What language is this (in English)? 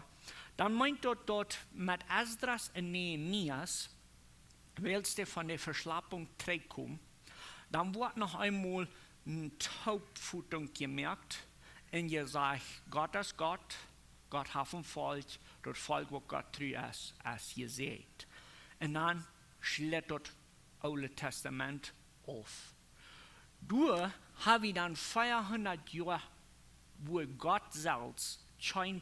Plautdietsch